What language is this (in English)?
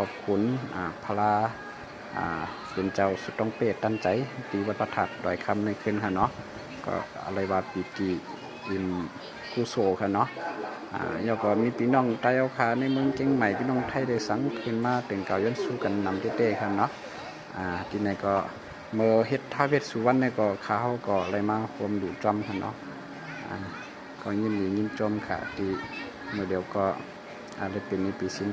Shan